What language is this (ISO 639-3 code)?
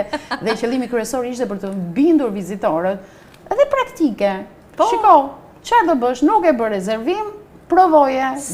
sqi